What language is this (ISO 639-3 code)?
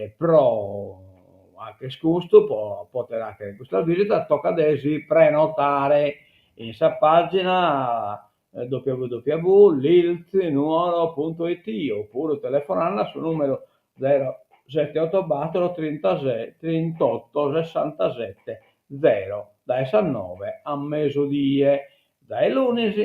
srd